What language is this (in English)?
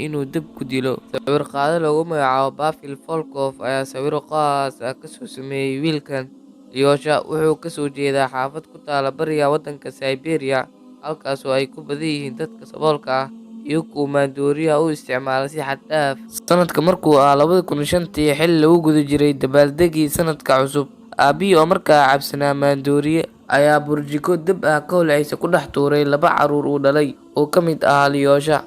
Somali